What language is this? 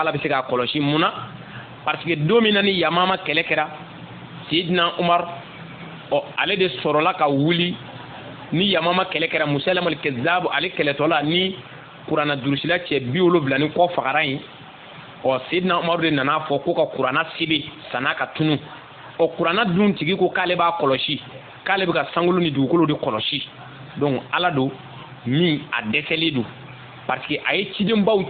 Bambara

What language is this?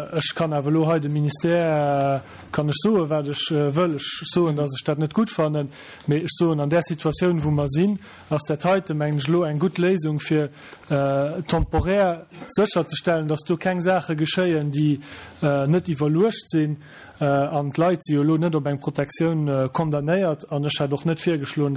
Luxembourgish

